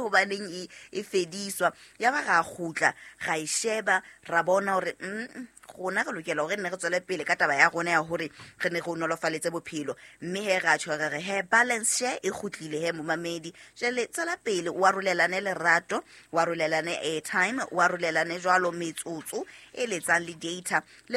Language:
Southern Sotho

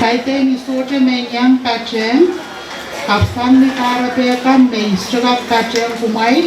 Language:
Pohnpeian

